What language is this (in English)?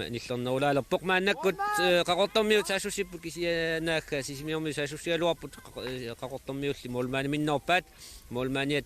Kalaallisut